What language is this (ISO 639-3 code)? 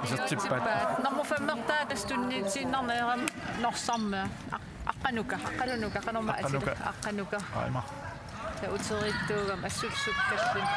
kal